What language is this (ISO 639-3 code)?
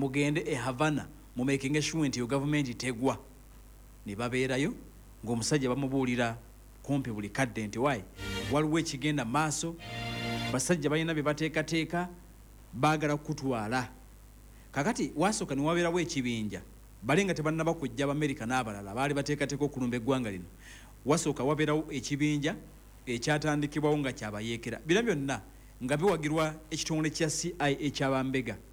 lug